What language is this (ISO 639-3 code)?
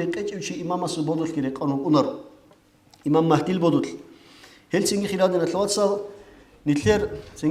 ava